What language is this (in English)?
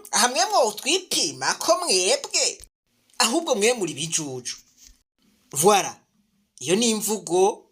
Rundi